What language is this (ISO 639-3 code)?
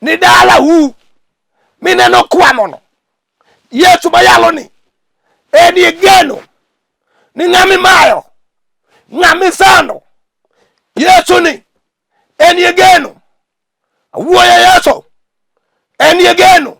luo